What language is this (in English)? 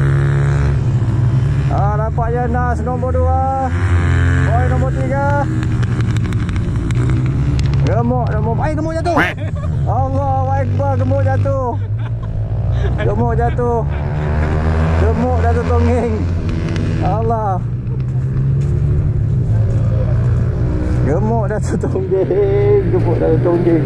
Malay